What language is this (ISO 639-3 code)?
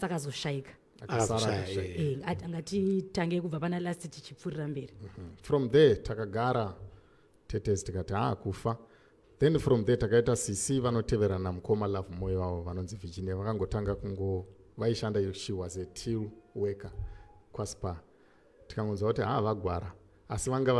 sna